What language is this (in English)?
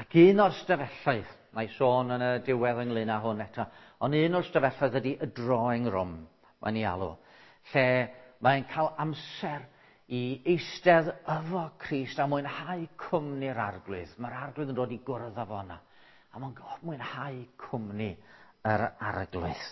Welsh